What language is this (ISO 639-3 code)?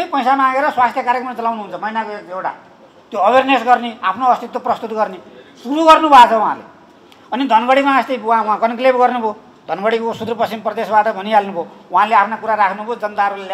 nep